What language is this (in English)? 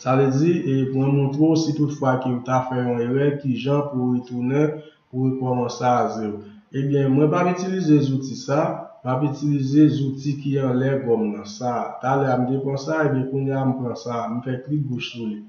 Haitian Creole